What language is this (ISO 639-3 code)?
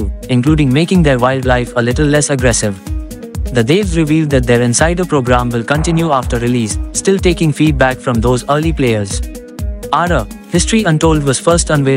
eng